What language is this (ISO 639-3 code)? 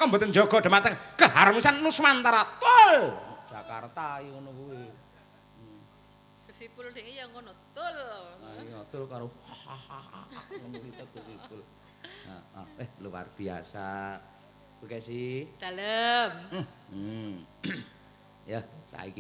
jav